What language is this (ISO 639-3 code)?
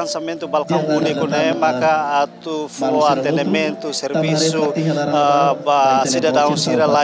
tet